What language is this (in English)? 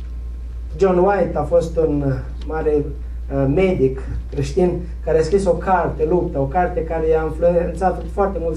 Romanian